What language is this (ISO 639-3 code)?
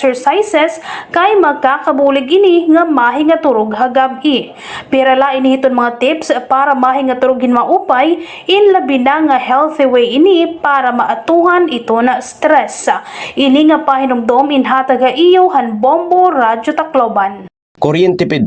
war